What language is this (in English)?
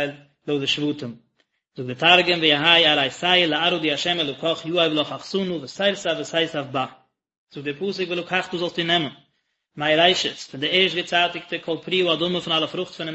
Yiddish